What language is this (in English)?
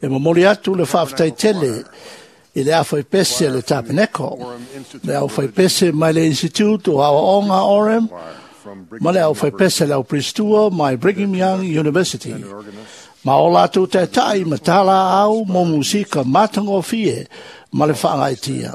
Samoan